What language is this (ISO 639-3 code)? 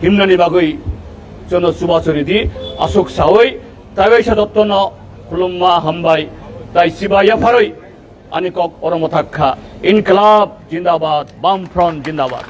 trp